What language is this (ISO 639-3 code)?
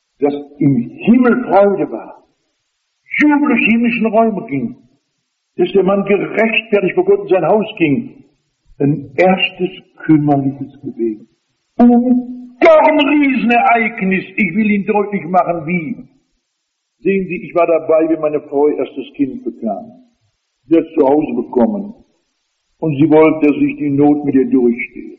deu